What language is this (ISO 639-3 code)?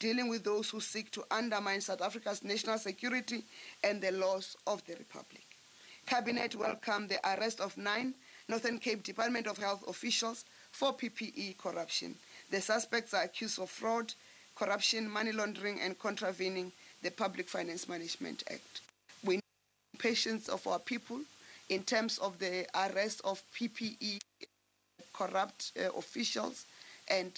eng